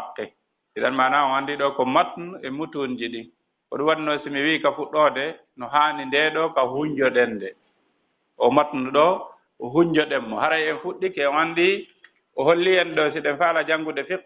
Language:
Fula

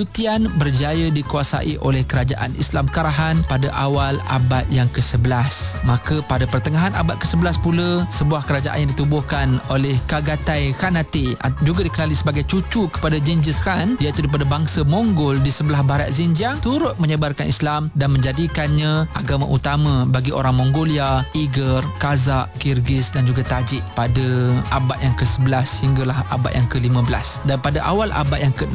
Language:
Malay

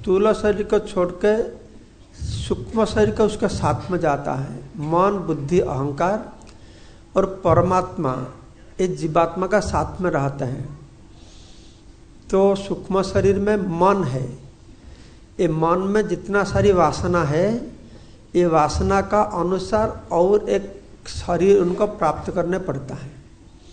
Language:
Hindi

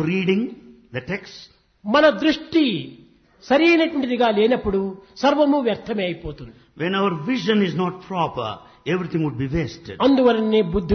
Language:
Telugu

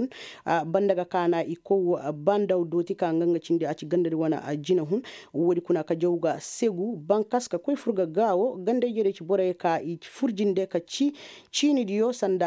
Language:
Koyraboro Senni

